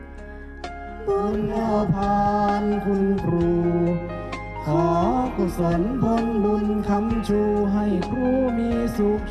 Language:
Thai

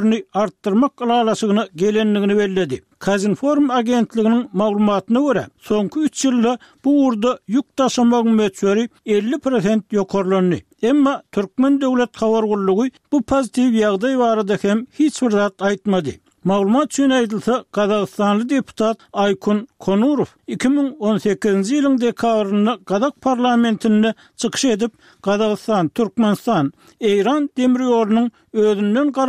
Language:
Turkmen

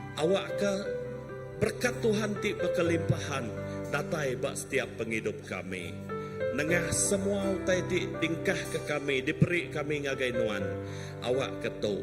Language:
Iban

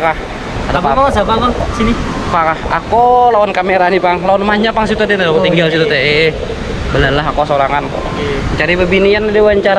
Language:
Banjar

